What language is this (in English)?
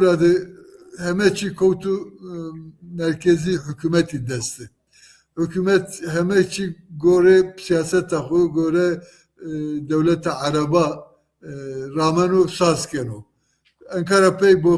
Zaza